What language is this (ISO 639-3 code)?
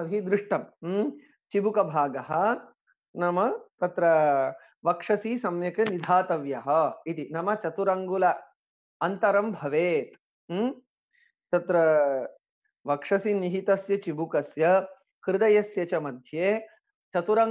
san